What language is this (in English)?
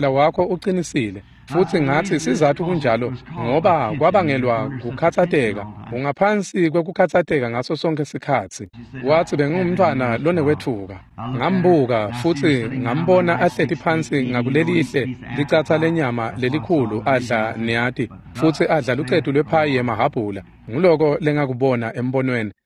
Swati